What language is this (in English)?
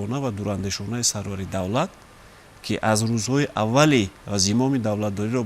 Tajik